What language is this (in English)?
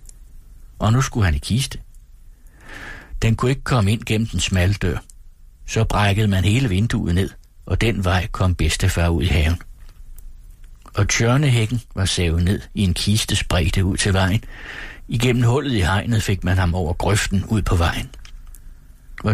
Danish